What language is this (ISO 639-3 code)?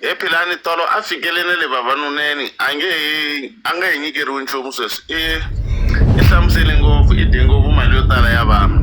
tso